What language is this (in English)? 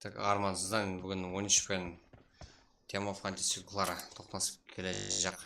Kara-Kalpak